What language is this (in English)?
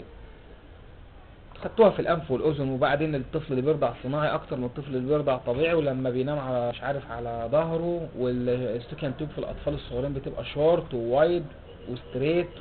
Egyptian Arabic